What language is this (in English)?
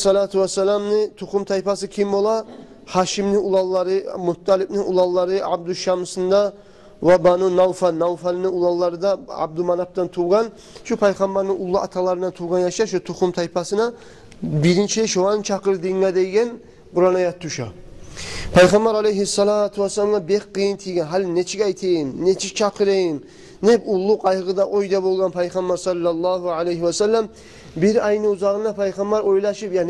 Kumyk